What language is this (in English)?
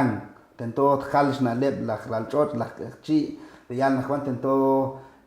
Kekchí